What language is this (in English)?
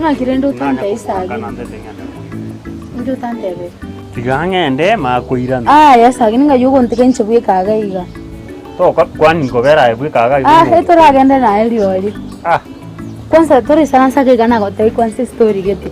Gusii